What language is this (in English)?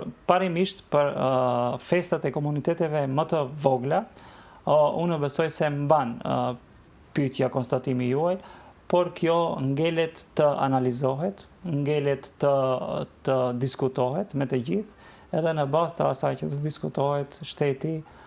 Albanian